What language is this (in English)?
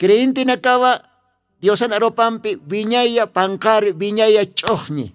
Aymara